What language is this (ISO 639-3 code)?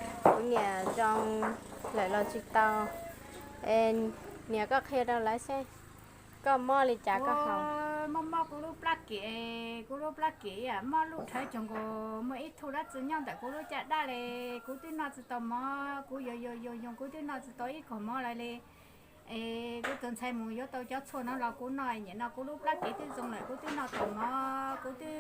hmn